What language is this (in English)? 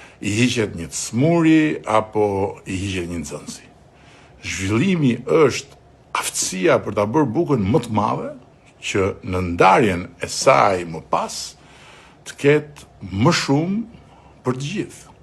Albanian